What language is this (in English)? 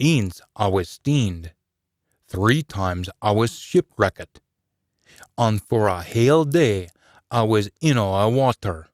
Scots